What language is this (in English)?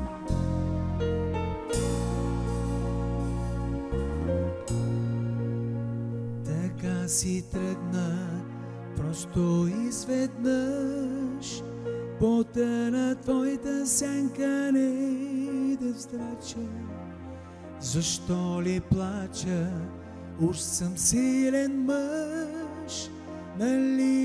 Bulgarian